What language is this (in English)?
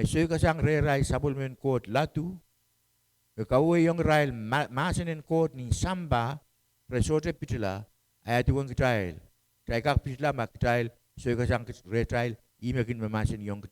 Pohnpeian